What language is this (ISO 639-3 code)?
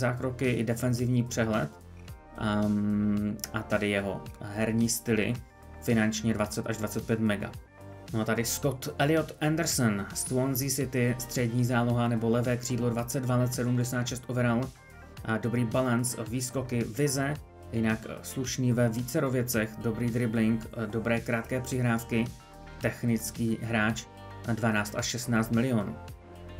ces